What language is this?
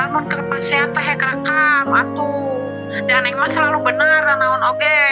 Sundanese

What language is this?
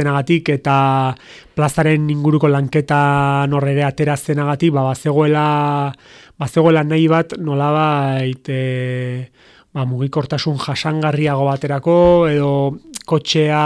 Basque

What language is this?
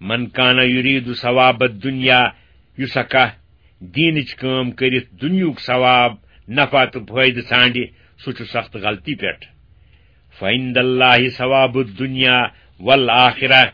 Kashmiri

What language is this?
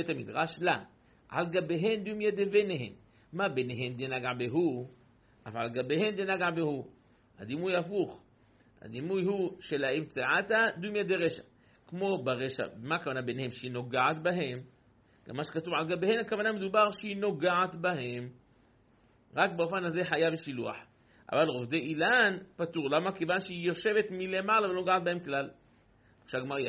Hebrew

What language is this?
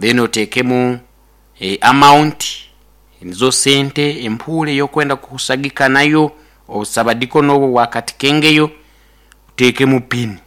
Nyankole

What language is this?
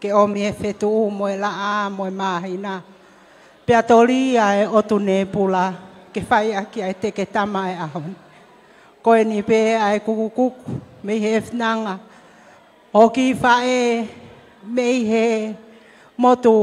Tongan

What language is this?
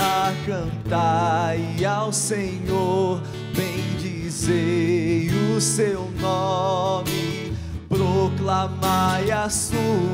Portuguese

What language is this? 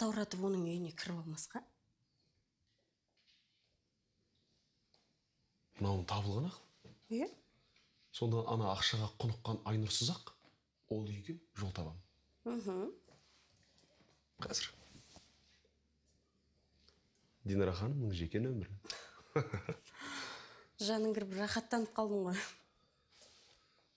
Kazakh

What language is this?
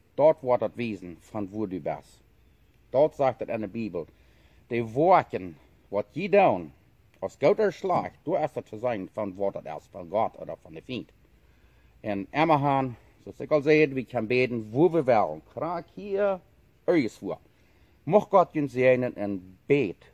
Plautdietsch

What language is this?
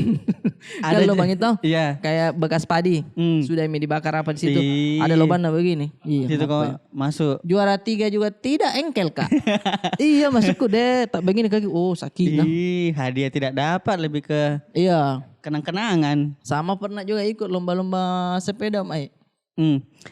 Makassar Malay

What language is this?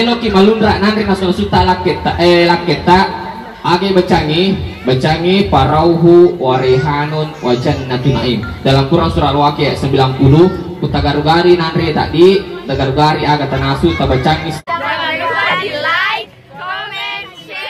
Buginese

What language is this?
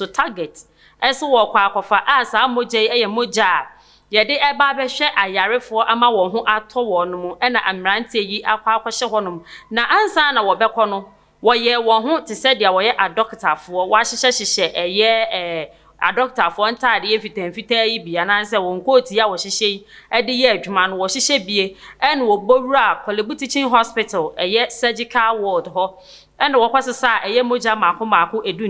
Akan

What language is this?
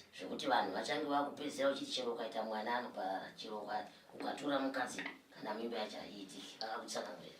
Shona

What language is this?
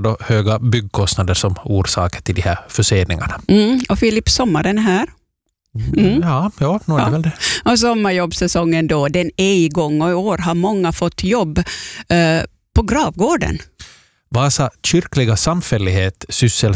Swedish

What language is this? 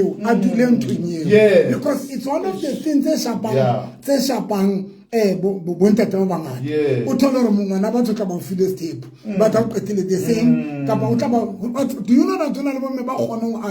Southern Sotho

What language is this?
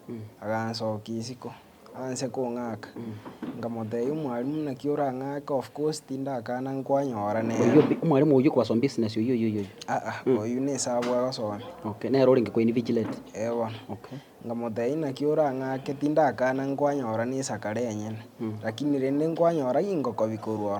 Gusii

